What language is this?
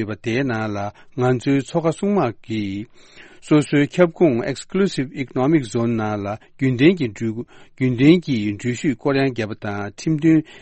Tibetan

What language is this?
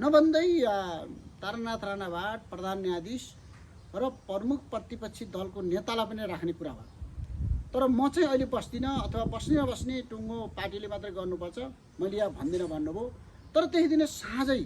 Nepali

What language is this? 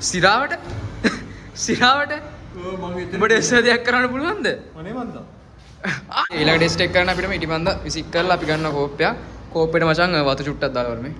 Sinhala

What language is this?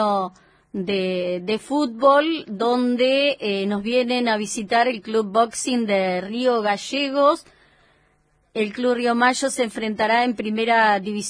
Spanish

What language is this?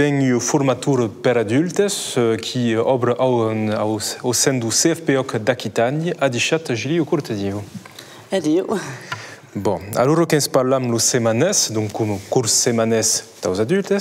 Occitan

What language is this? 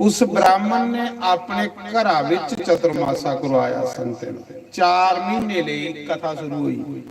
Dogri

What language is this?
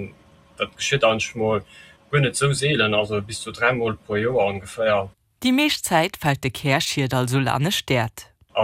Luxembourgish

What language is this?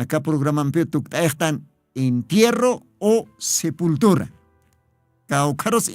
Aymara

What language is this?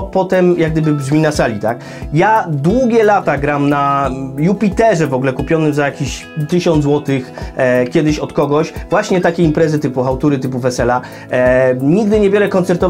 Polish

